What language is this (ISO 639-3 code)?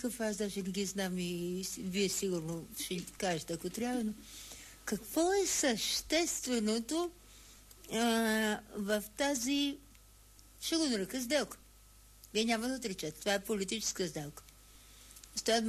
bul